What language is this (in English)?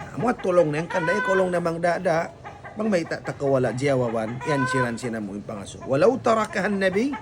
Tausug